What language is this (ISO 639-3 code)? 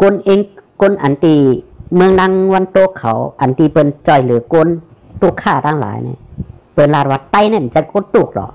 shn